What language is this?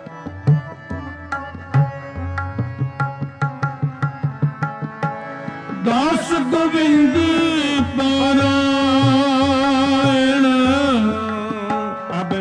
Punjabi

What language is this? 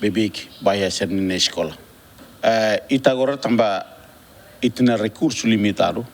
Tetum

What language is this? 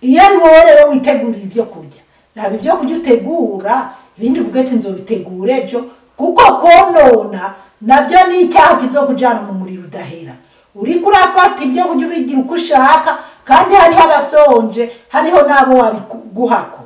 Rundi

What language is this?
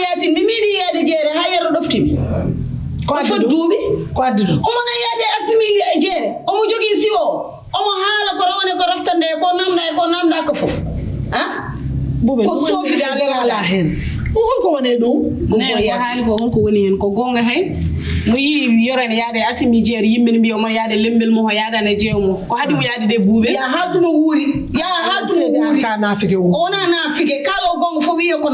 Fula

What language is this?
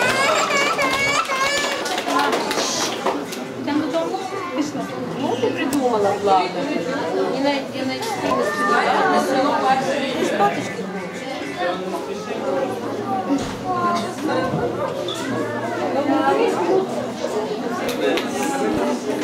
Ukrainian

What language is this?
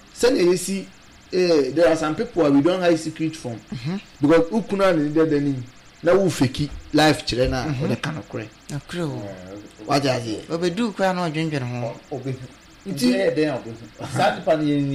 Akan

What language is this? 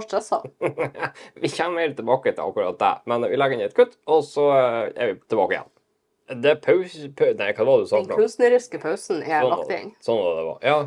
Norwegian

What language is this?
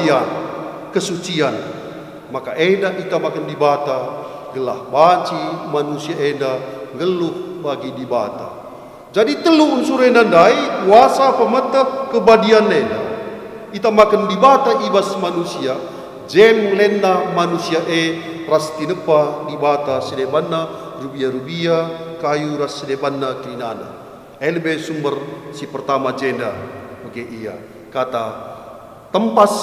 Batak Karo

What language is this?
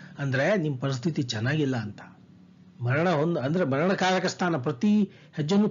Kannada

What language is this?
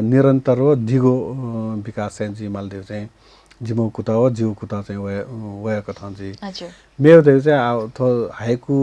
Newari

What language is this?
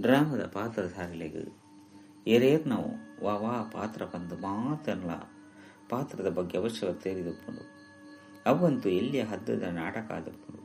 Tulu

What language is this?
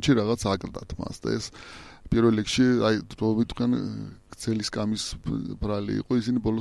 Georgian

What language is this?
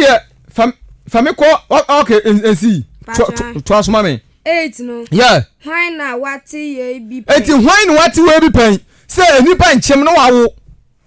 Akan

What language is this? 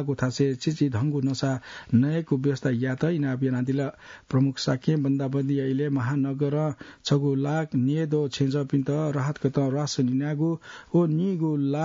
Newari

